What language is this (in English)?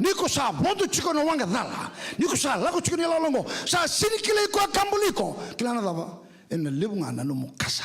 Fijian